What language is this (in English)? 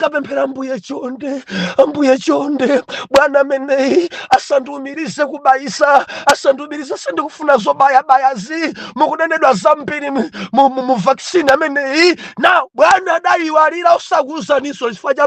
Nyanja